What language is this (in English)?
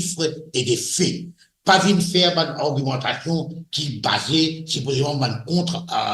Morisyen